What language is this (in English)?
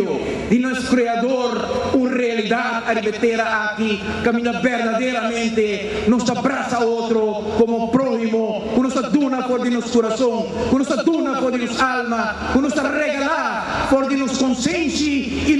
Papiamento